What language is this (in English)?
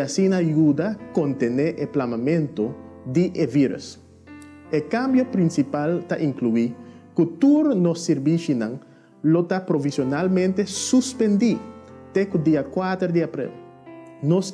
Papiamento